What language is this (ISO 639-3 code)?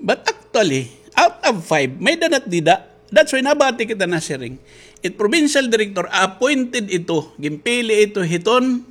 war